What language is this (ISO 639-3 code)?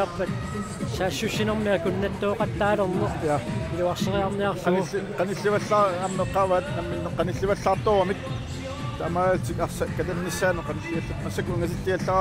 kal